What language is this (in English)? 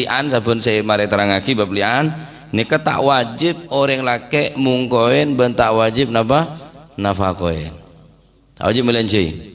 Madurese